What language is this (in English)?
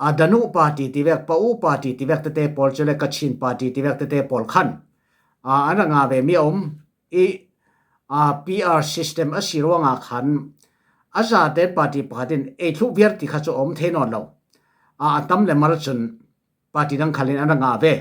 Falam Chin